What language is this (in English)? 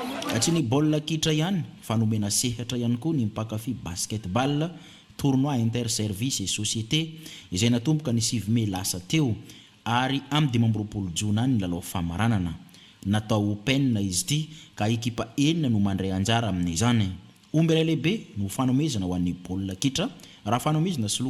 Malagasy